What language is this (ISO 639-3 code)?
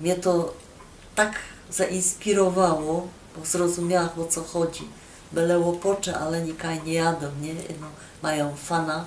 szl